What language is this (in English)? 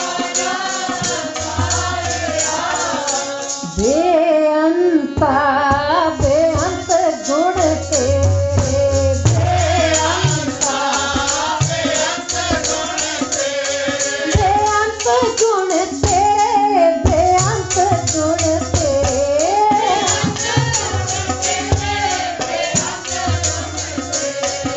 Punjabi